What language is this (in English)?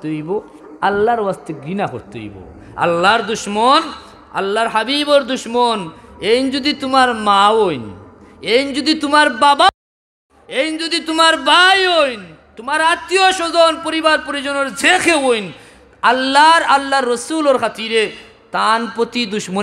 Sylheti